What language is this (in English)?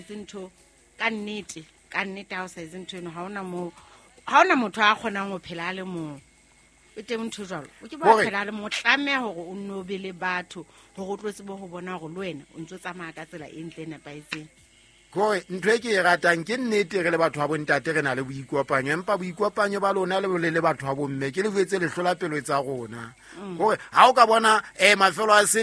Southern Sotho